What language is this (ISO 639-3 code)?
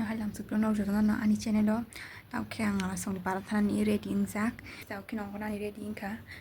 trp